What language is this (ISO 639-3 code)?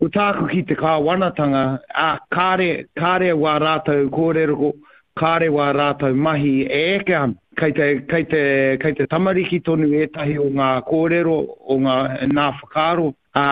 mri